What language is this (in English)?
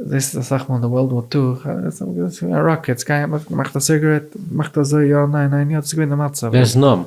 Yiddish